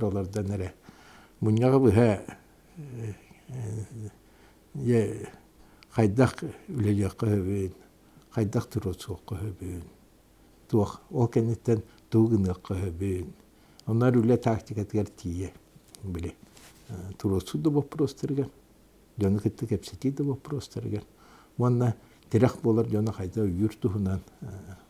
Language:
Yakut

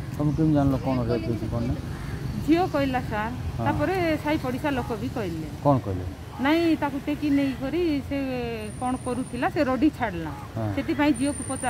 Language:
Odia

